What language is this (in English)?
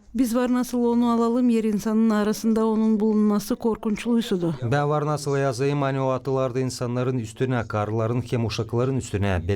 Gagauz